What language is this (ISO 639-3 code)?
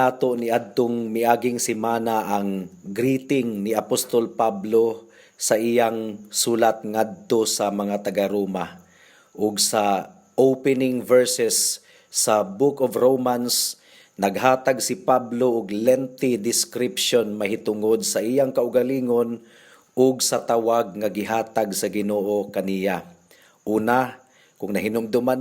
ceb